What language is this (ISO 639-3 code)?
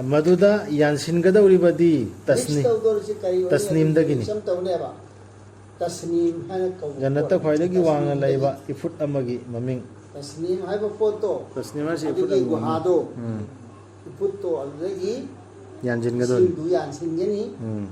mni